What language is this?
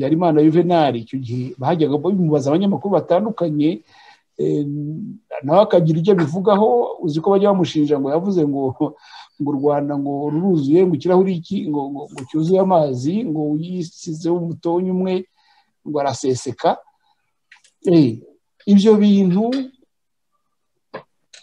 Kinyarwanda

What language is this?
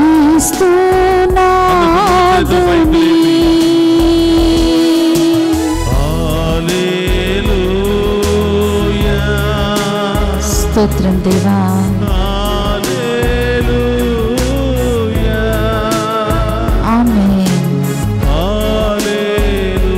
Telugu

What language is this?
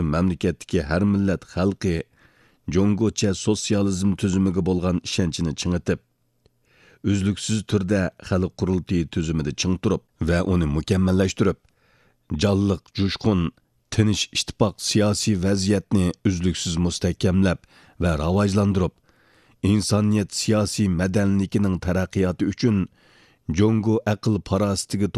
Uyghur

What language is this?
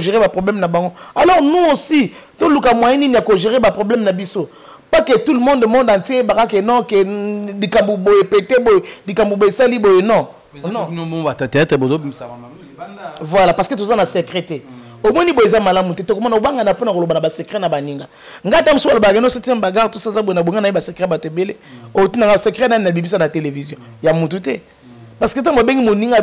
Lingala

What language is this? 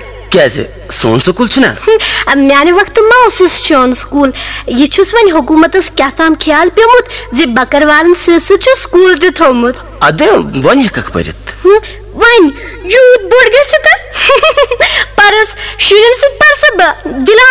Kashmiri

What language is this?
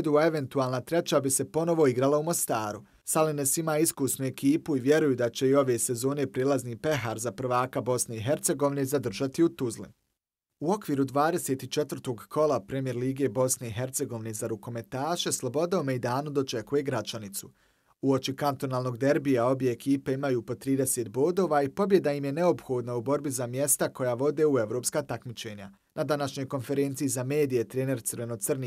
Bosnian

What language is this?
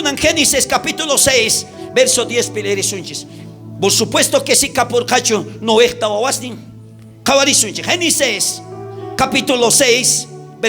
South Bolivian Quechua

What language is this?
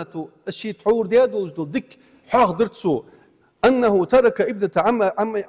Ingush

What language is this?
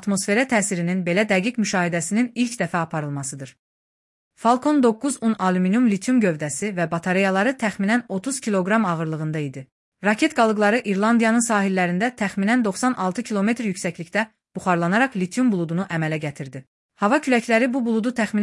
Azerbaijani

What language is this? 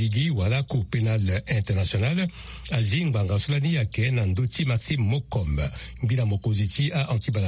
Sango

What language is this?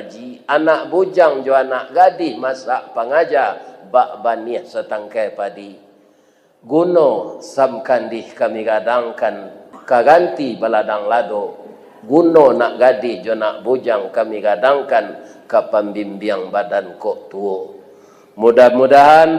Minangkabau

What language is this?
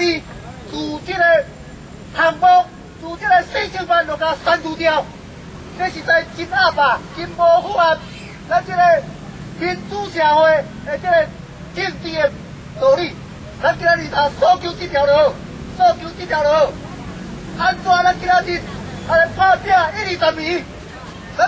Min Nan Chinese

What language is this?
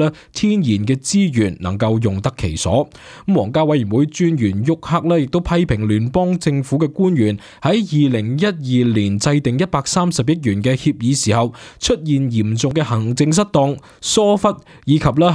Cantonese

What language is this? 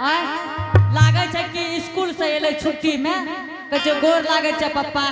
Angika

